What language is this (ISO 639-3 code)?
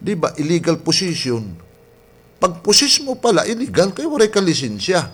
war